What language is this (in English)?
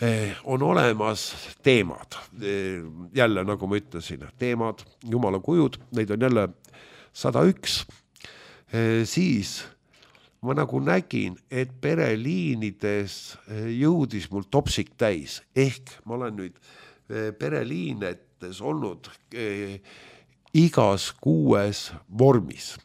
Estonian